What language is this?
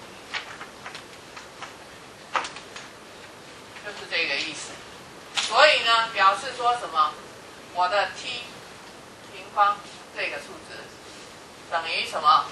Chinese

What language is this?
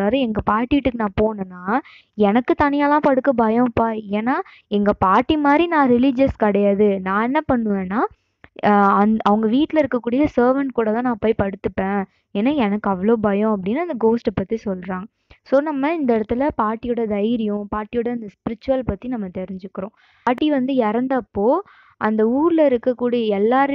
Tamil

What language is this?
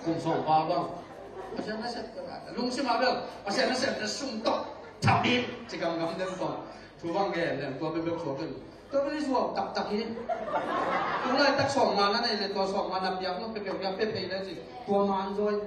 Tedim Chin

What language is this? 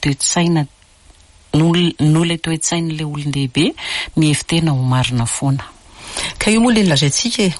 Malagasy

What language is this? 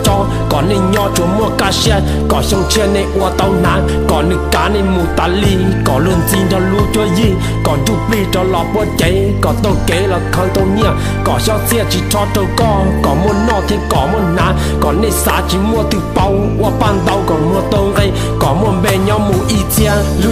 Hmong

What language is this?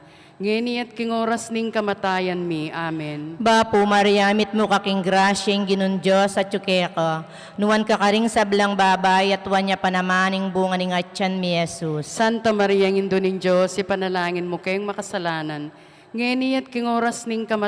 Pampanga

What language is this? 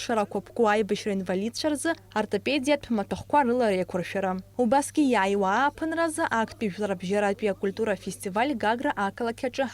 Abkhazian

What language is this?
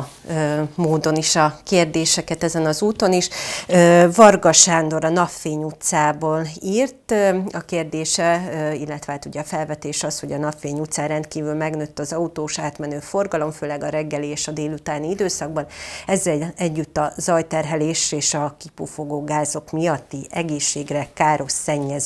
Hungarian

